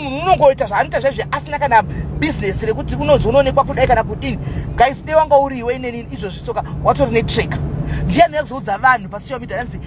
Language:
Shona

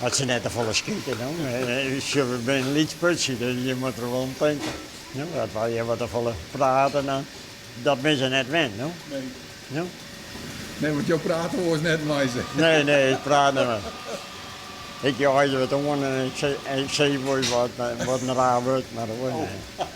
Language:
Western Frisian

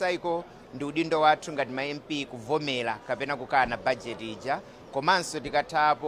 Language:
Nyanja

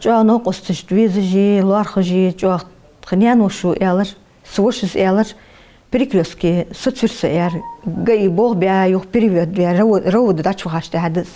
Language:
Ingush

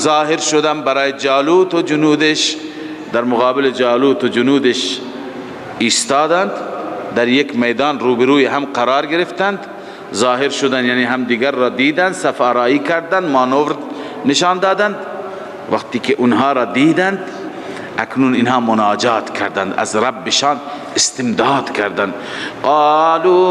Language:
Persian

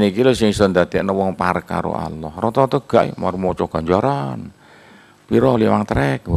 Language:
Javanese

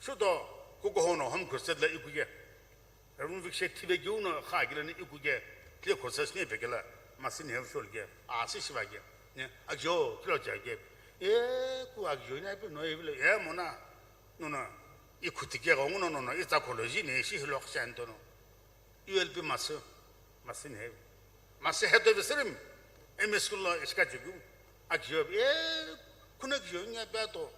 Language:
Sumi Naga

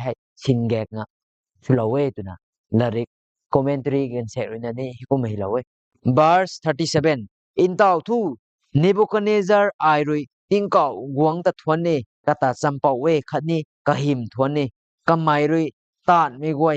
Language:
Rongmei Naga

